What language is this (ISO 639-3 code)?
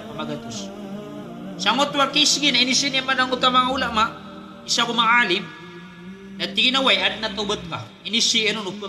mrw